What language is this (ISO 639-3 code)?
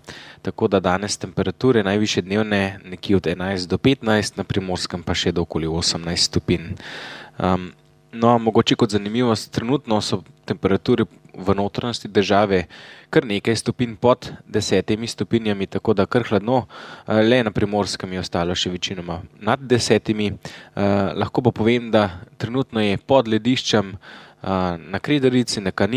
slv